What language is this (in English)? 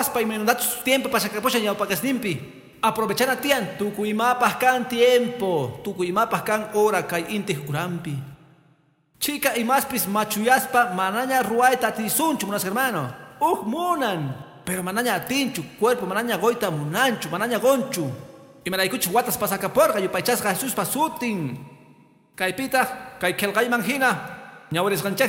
Quechua